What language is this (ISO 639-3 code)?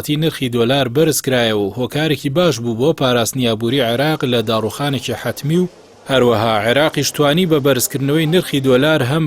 ckb